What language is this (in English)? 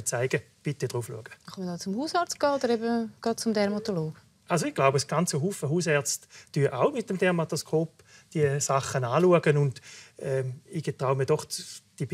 Swiss German